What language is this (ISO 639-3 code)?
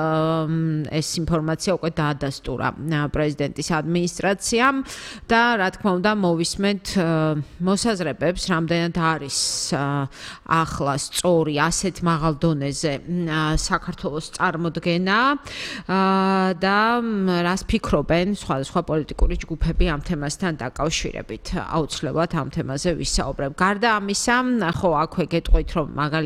kat